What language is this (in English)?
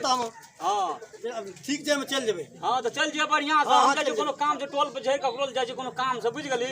Maithili